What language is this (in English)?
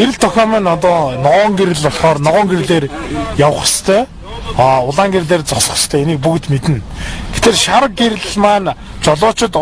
Mongolian